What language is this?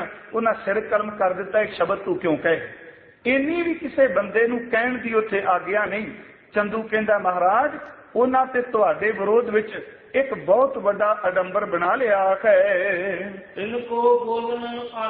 Punjabi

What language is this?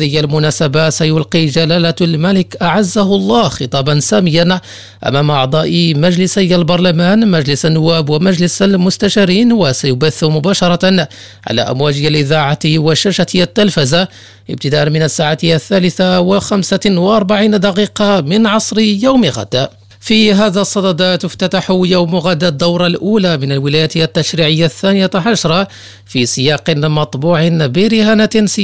Arabic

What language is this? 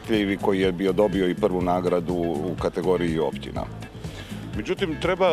Croatian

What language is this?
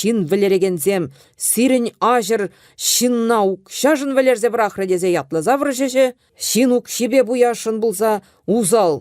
Chuvash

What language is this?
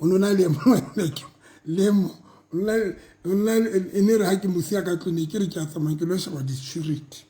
Southern Sotho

